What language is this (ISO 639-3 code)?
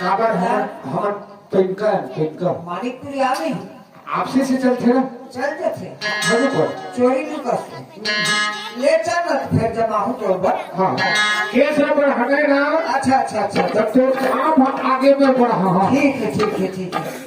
hne